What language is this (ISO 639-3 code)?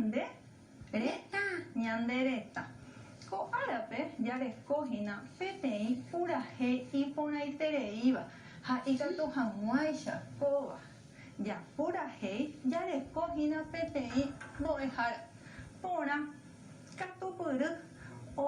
grn